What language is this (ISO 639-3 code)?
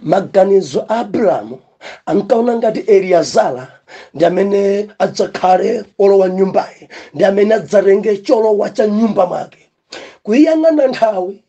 nya